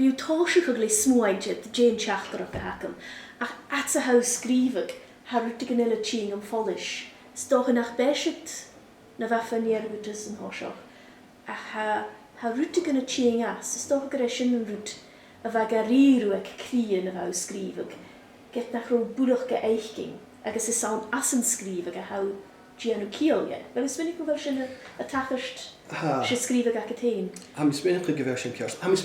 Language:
Scottish Gaelic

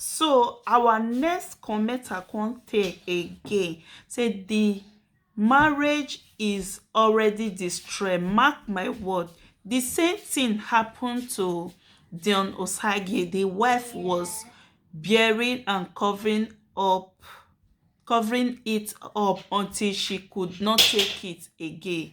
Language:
Nigerian Pidgin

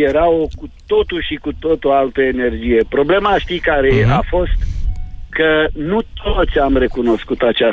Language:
Romanian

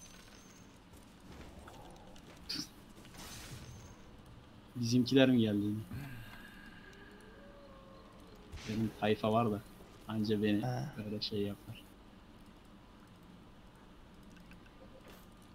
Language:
Turkish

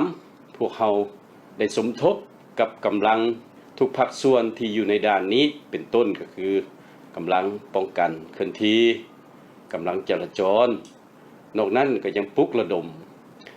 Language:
Lao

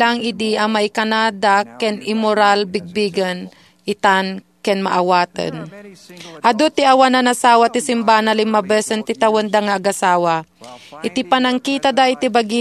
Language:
Iloko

